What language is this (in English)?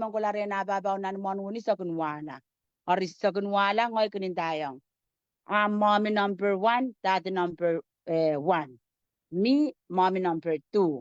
Pohnpeian